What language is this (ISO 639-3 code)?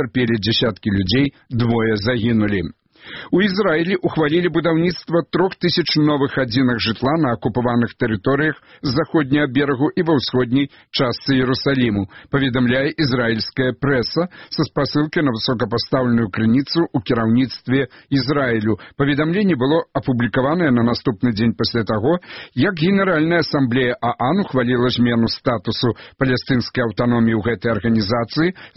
bel